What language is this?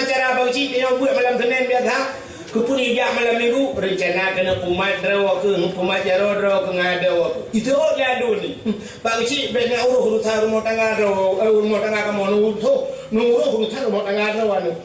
Achinese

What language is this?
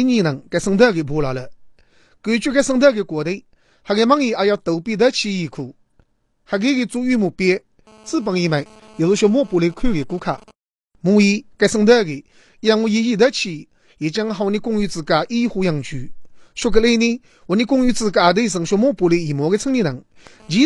Chinese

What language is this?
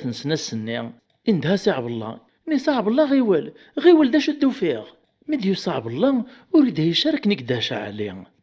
Kabyle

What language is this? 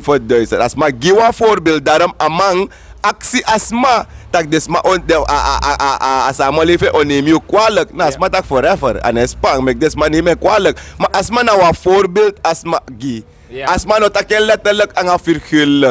Sranan Tongo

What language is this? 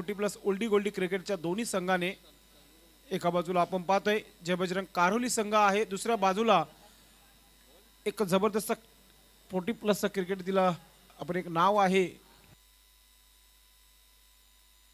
Marathi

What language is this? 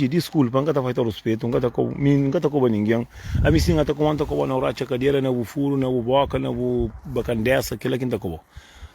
Kabuverdianu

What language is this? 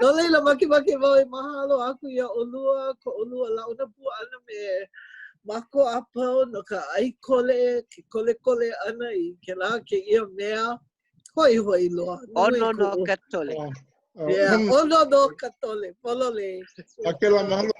Hawaiian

